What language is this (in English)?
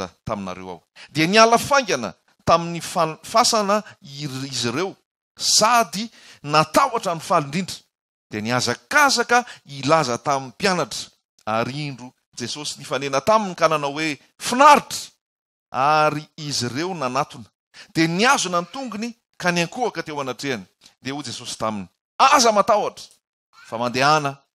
Malagasy